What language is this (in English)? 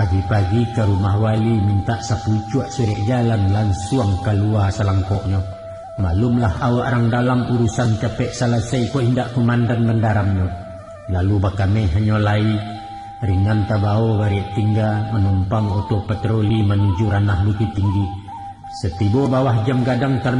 Minangkabau